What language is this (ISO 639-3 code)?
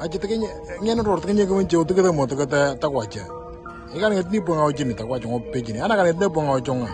mor